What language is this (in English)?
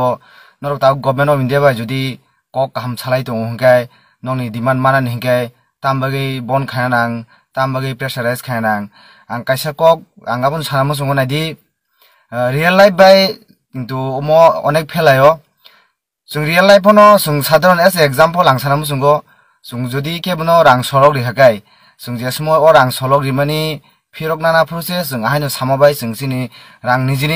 Kok Borok